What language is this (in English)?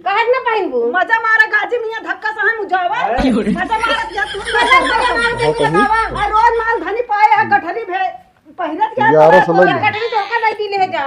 Awadhi